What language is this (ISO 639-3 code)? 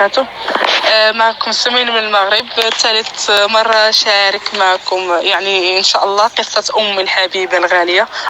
apc